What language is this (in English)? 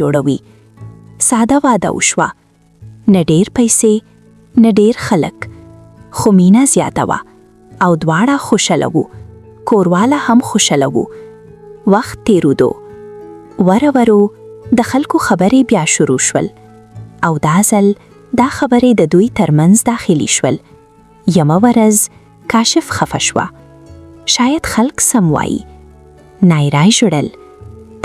Pashto